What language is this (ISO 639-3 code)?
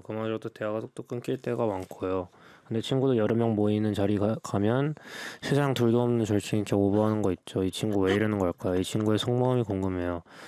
kor